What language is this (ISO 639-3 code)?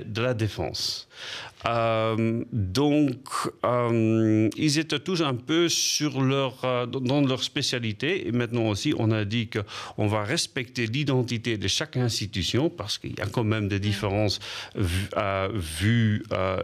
fra